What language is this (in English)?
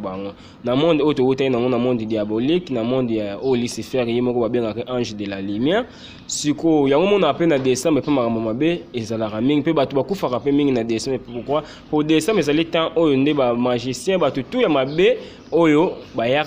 Lingala